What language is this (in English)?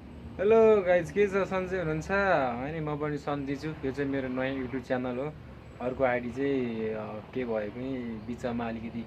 Nepali